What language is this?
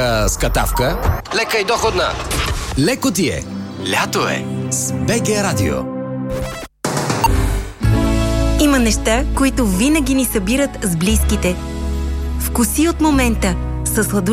Bulgarian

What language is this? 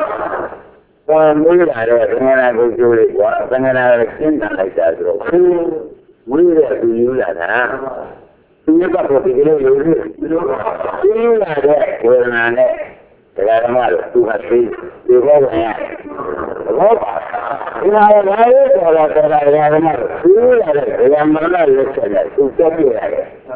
Burmese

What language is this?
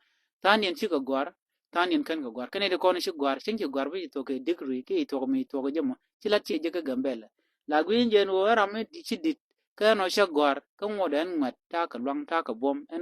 Nuer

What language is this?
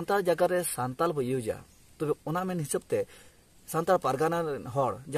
Santali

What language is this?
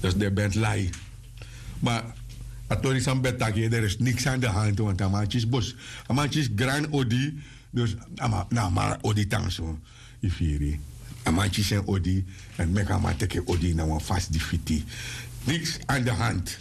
Sranan Tongo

